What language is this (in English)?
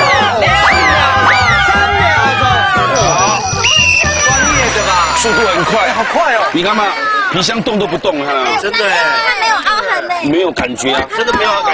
Chinese